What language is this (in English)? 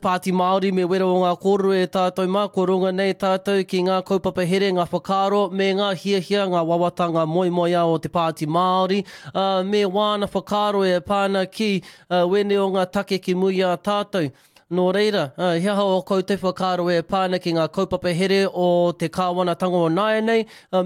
Māori